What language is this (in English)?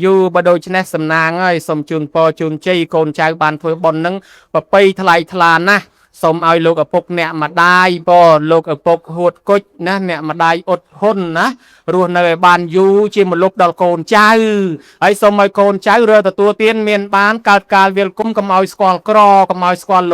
Khmer